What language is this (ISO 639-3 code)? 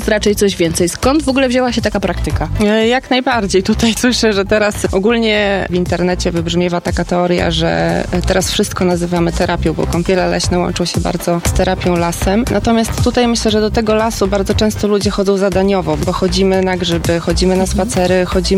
pol